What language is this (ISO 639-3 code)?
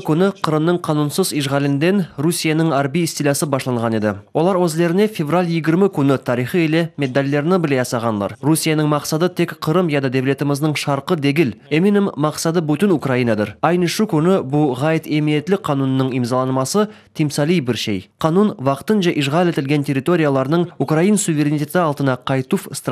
crh